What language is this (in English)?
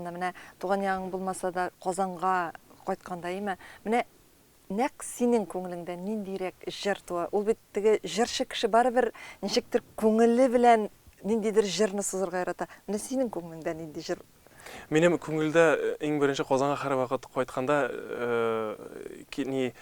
Tatar